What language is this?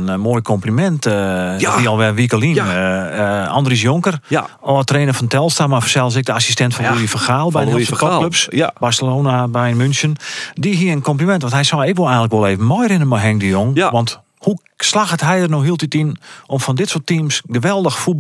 Western Frisian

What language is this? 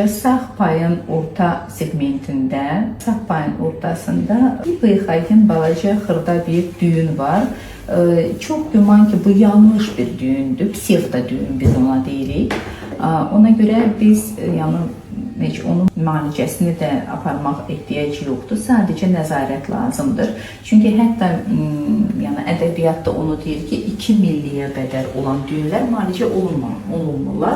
Azerbaijani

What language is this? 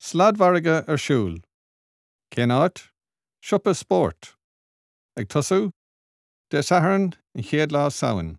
Irish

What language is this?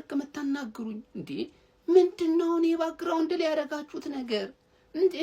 Amharic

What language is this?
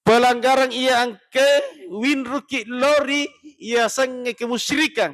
Buginese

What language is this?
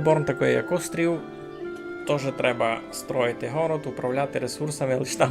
Rusyn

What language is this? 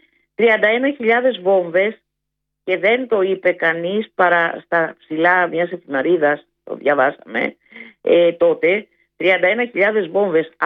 Greek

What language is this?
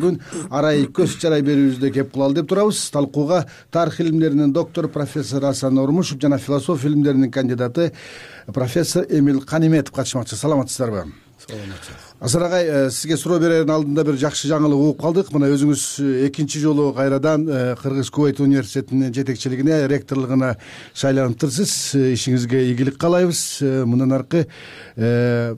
Kyrgyz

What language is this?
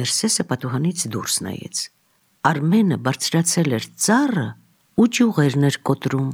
Armenian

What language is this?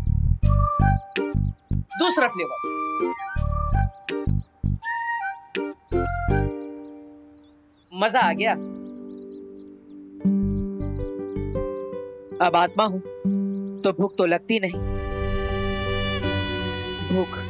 Hindi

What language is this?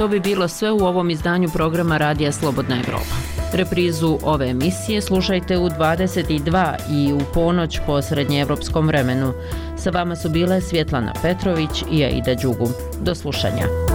Bosnian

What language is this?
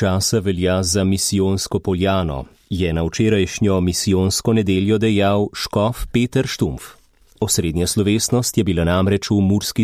Slovenian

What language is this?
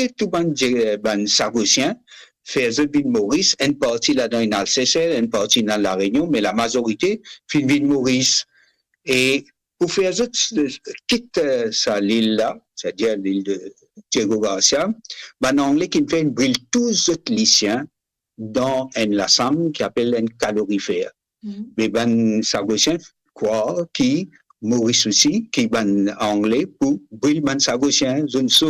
Morisyen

